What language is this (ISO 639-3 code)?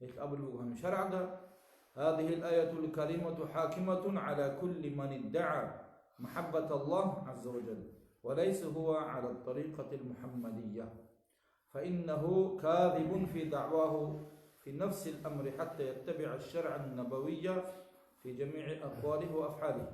ava